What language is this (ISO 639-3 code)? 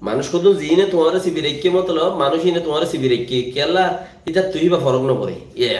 rhg